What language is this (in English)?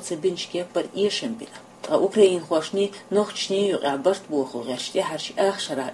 Chechen